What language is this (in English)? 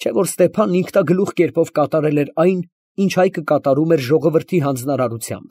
Armenian